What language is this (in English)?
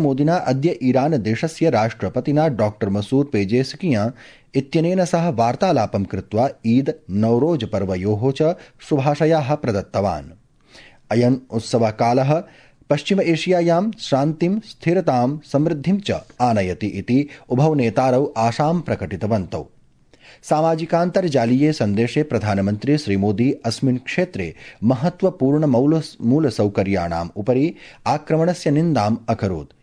Sanskrit